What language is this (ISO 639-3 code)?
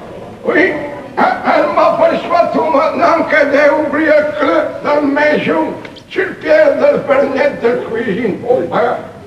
fra